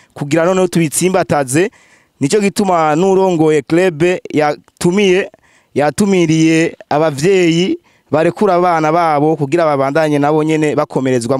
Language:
Rundi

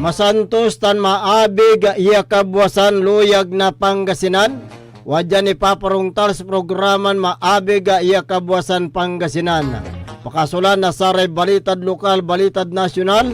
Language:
Pangasinan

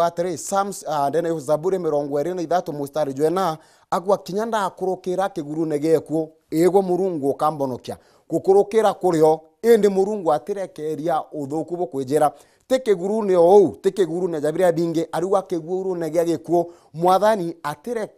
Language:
Meru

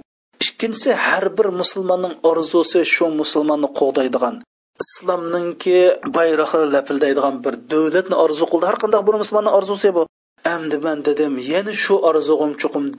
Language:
Uyghur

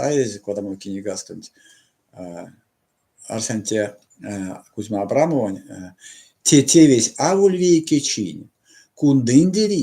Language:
Erzya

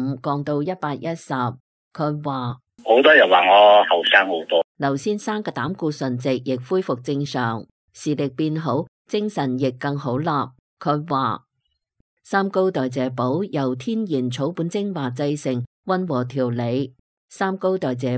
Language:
Cantonese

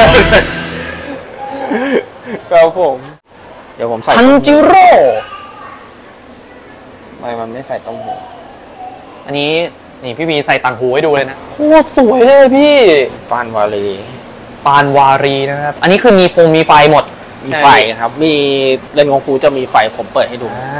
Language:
Thai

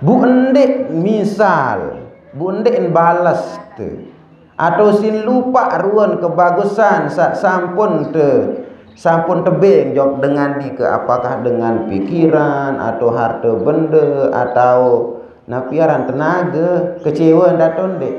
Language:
Sasak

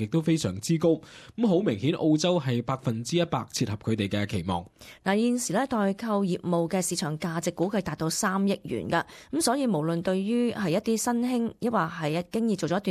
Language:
Cantonese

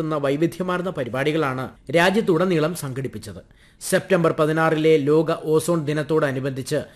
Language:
Malayalam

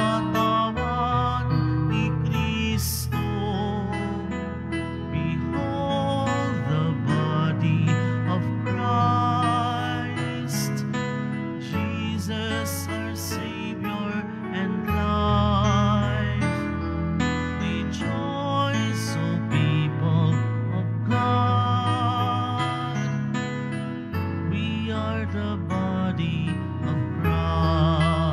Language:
Filipino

